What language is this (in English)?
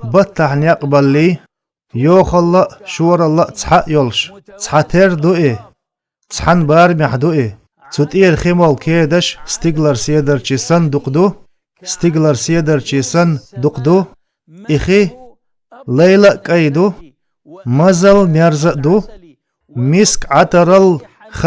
Chechen